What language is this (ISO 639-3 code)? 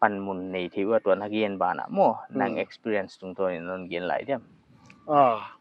pck